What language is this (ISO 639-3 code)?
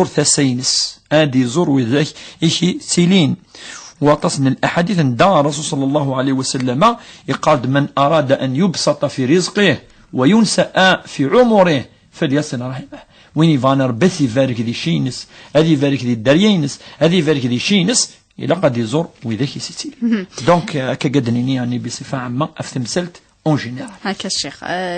kab